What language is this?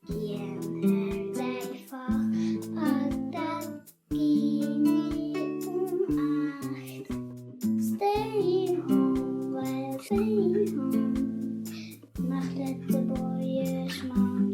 Luxembourgish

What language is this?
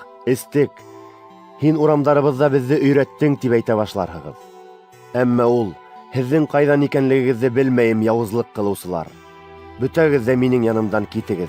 Bashkir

